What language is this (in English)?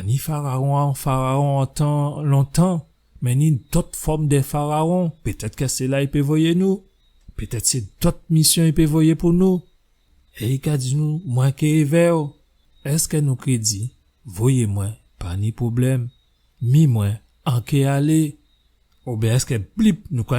Guadeloupean Creole French